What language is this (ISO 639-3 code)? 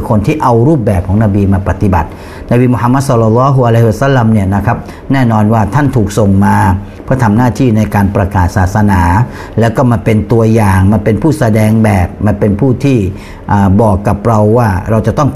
tha